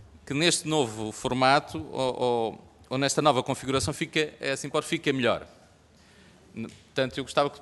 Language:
Portuguese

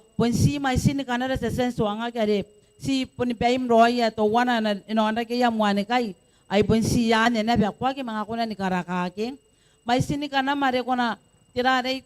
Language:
Gilbertese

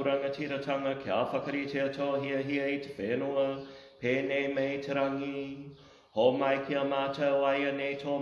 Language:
Māori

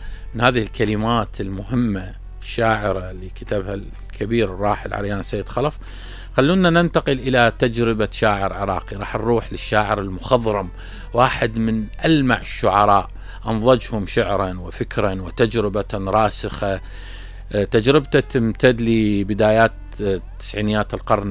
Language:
Mesopotamian Arabic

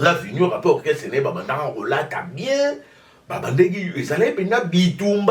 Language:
Lingala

